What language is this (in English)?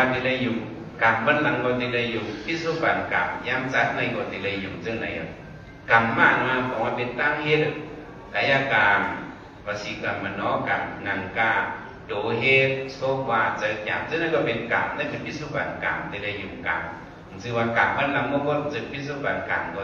Shan